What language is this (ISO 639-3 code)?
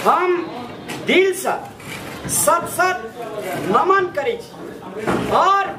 mai